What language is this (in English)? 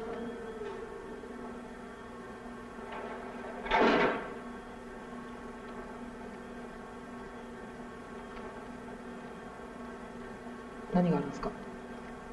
Japanese